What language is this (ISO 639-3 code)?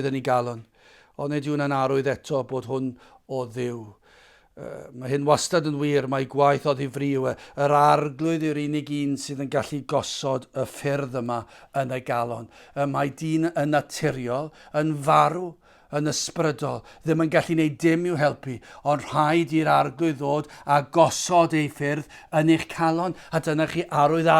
cym